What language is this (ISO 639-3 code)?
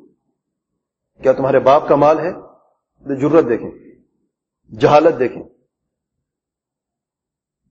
urd